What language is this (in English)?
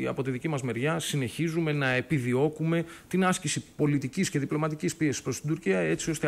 Greek